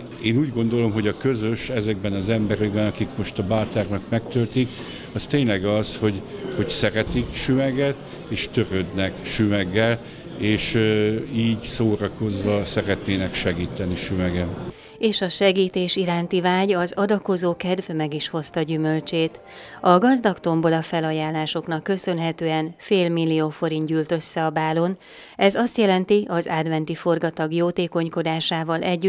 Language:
Hungarian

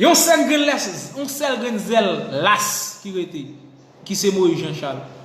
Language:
Haitian Creole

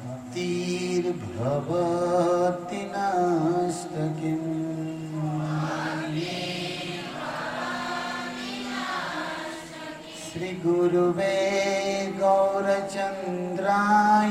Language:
Gujarati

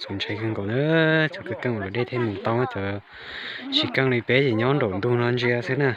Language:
Hmong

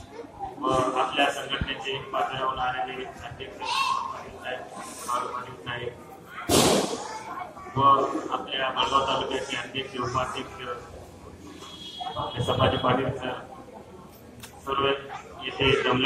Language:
Marathi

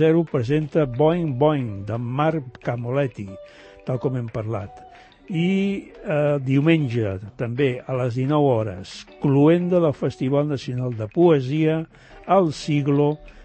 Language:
Catalan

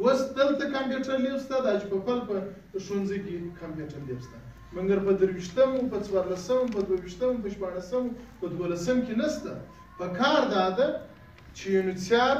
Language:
Pashto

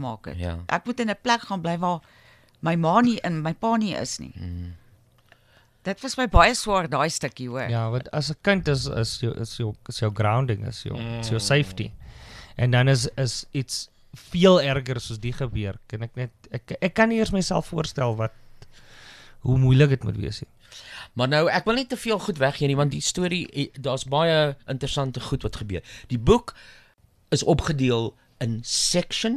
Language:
Afrikaans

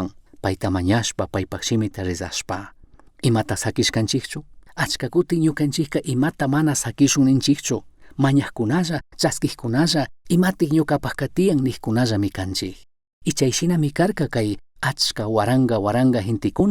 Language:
Chimborazo Highland Quichua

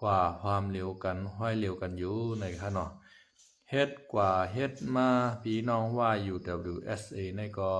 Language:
Shan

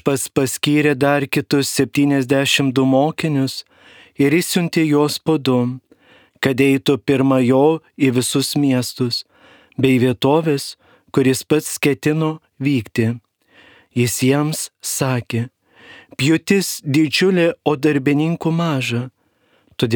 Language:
Lithuanian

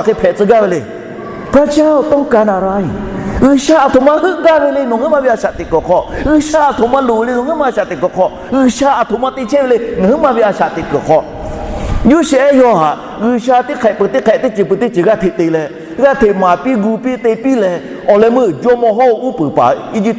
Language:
Lahu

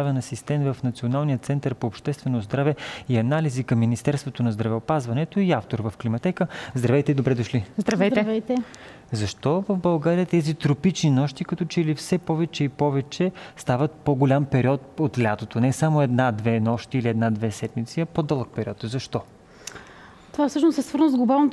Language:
Bulgarian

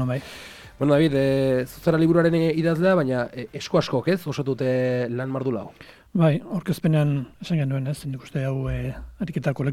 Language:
Basque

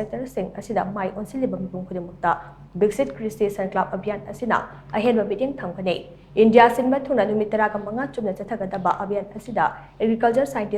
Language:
Manipuri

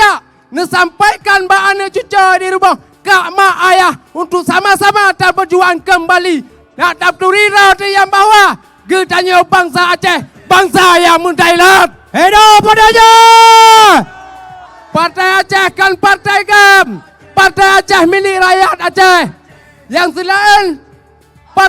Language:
Achinese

